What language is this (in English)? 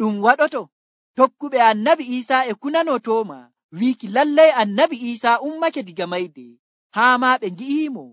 Nigerian Fulfulde